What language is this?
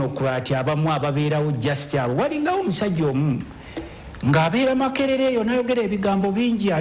Ganda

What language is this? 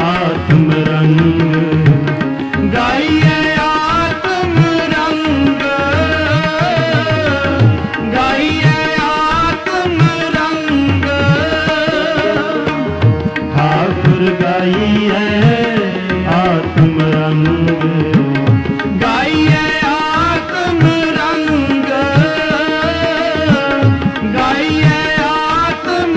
Hindi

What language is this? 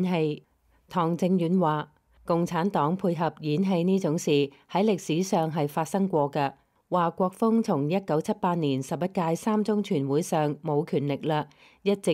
Cantonese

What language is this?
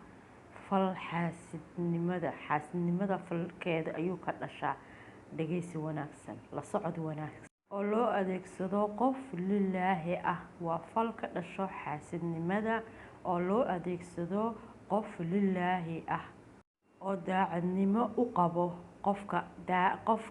Somali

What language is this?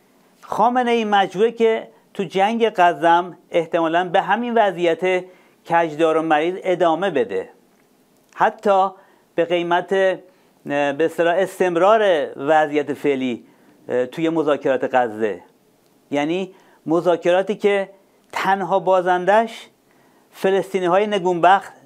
Persian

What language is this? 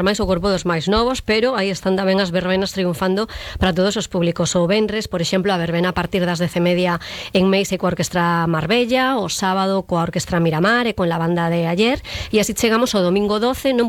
Galician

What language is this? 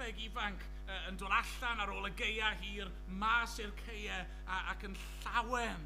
Welsh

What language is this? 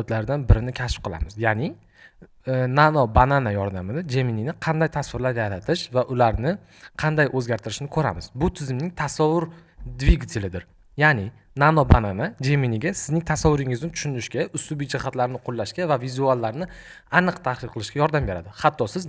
Uzbek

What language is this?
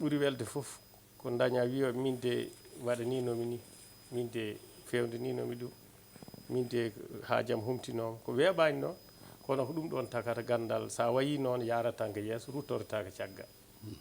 Fula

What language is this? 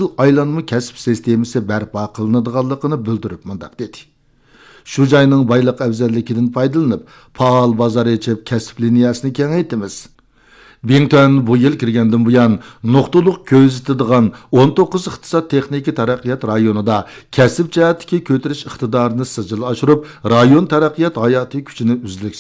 Uyghur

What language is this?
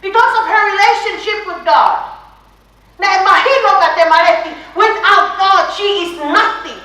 Tongan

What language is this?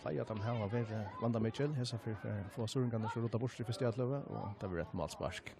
Faroese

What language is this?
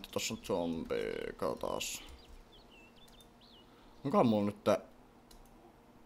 Finnish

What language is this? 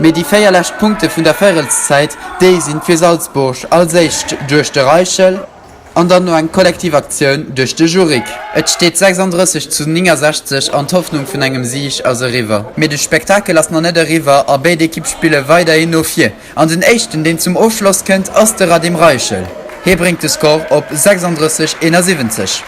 Luxembourgish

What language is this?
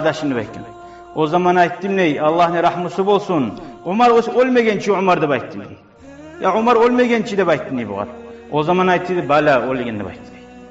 Kumyk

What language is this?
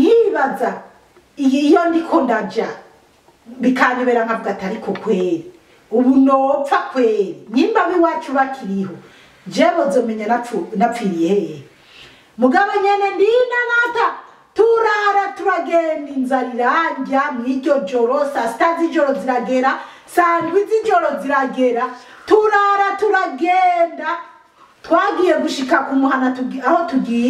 Rundi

